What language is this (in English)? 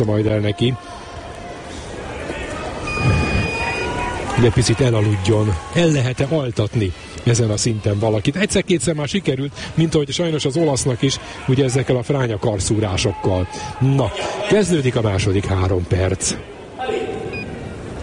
Hungarian